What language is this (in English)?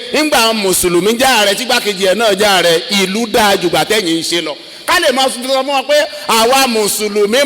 Yoruba